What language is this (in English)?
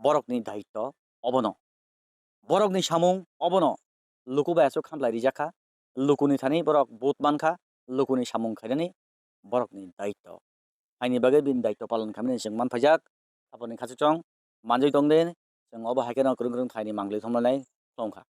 Kok Borok